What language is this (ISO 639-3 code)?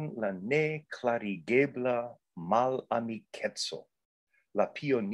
epo